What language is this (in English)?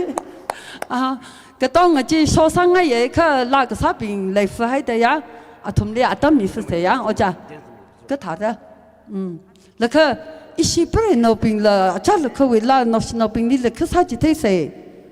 Tangkhul Naga (India)